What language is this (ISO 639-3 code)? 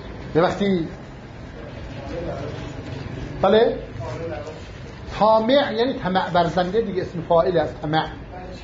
fas